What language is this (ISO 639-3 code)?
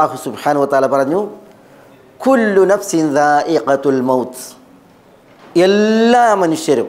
mal